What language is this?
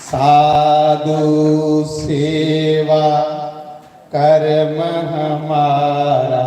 Dogri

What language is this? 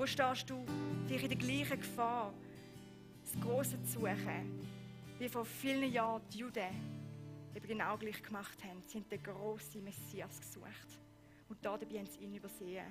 Swiss German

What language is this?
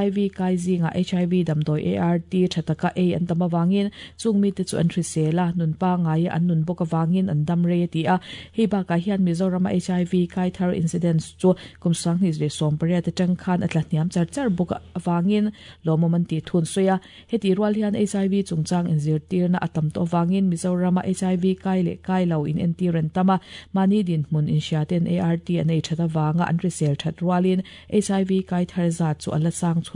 Mizo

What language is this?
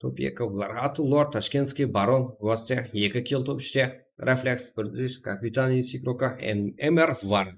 Kara-Kalpak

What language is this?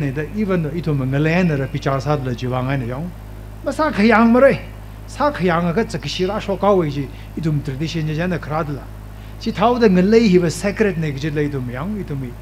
Tangkhul Naga (India)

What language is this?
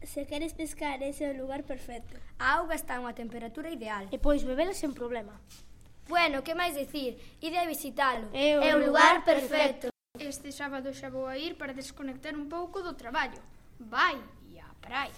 Galician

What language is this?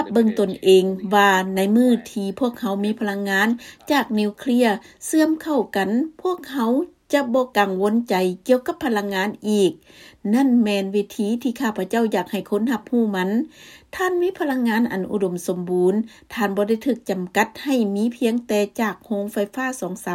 Lao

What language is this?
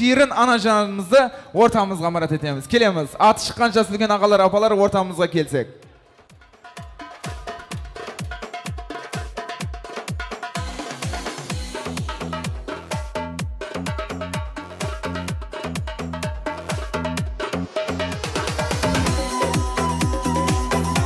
Kazakh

